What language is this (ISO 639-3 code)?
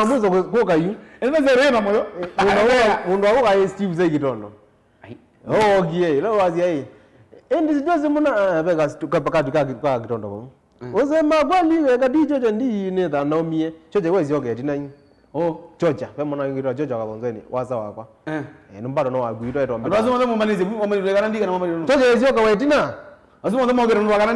kam